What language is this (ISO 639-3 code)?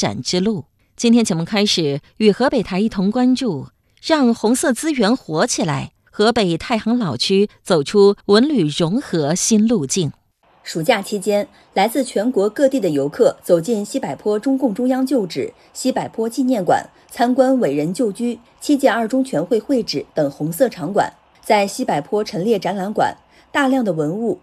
zho